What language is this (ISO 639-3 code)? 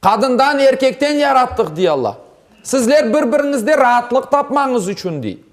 crh